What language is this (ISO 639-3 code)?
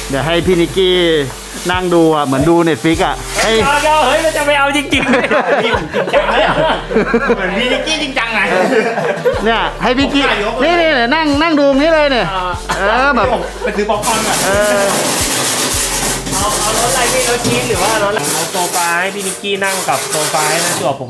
tha